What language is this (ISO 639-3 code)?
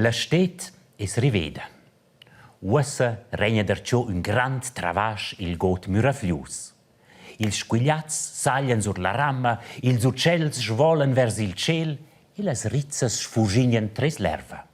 roh